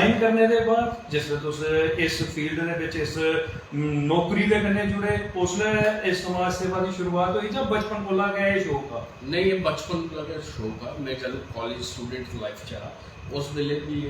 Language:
Dogri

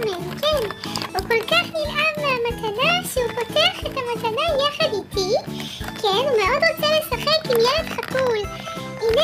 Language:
Hebrew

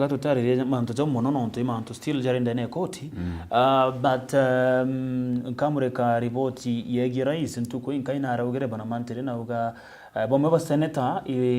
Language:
Meru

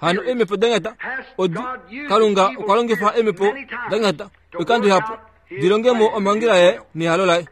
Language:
Kuanyama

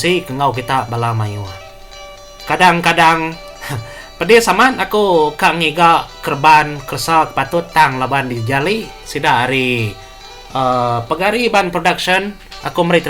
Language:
Iban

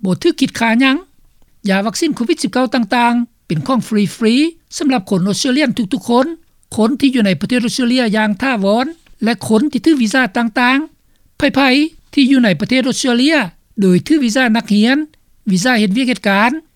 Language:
Lao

